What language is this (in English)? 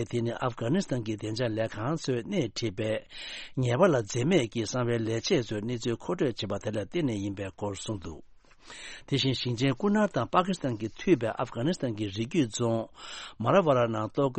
Tibetan